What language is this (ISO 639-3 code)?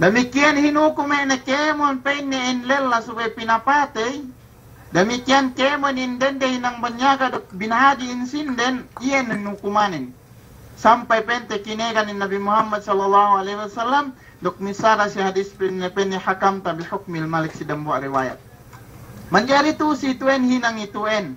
yka